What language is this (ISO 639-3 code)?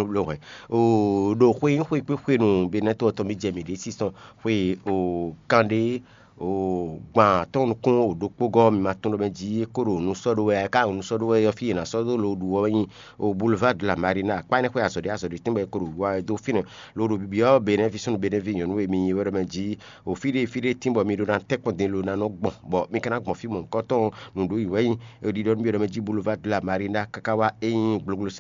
fon